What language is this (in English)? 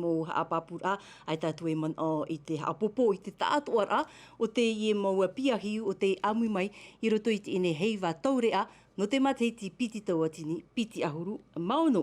Tahitian